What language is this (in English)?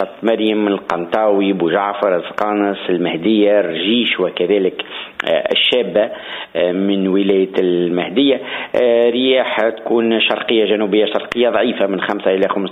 Tunisian Arabic